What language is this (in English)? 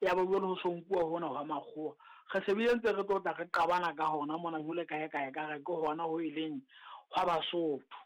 Southern Sotho